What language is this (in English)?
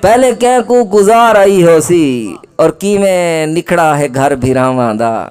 Saraiki